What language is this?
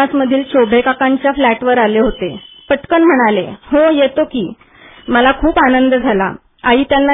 Marathi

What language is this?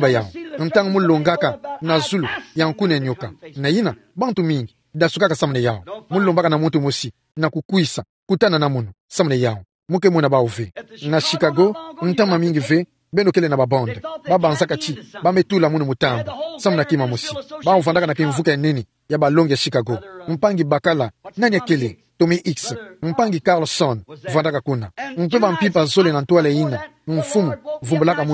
Kituba (Democratic Republic of Congo)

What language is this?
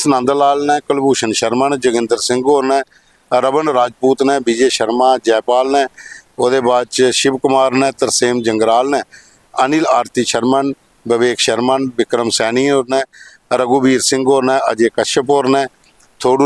Dogri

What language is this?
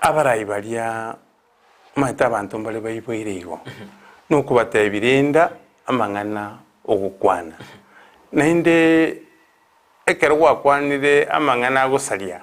Gusii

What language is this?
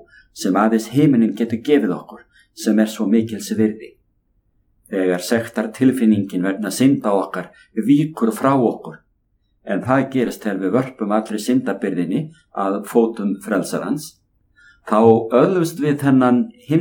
Icelandic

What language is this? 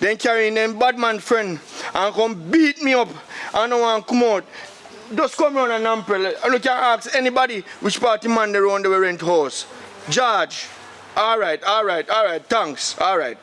Jamaican Creole English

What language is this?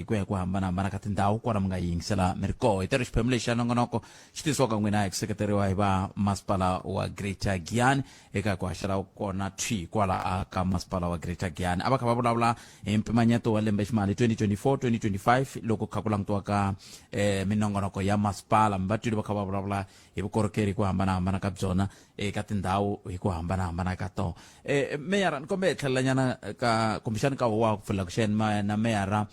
Tsonga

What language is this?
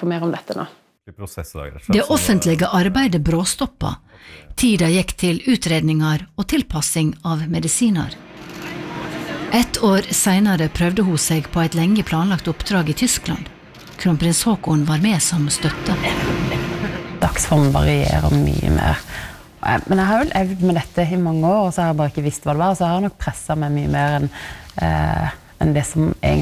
Norwegian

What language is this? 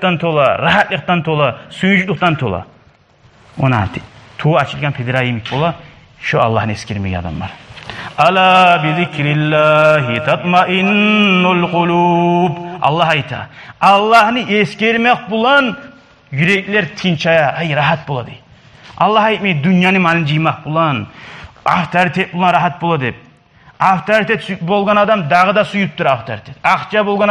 Kumyk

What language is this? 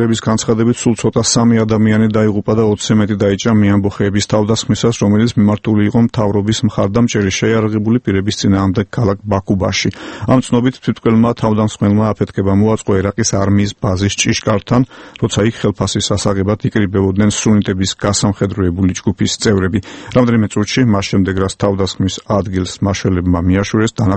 Georgian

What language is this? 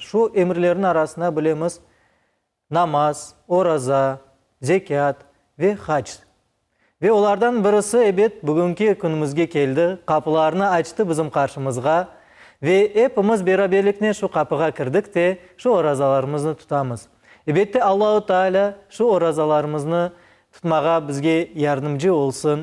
Crimean Tatar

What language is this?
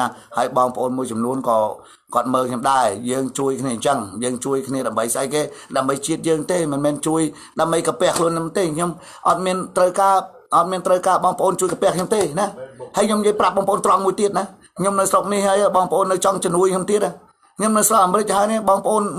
Khmer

